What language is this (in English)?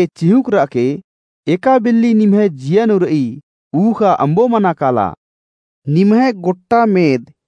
Kurukh